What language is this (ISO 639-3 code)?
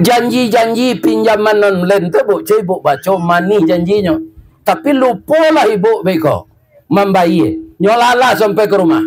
min